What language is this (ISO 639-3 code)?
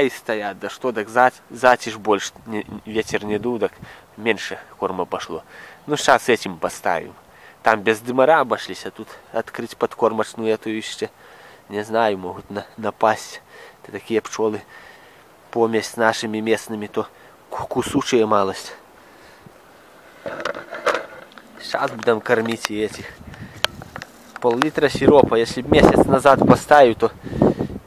rus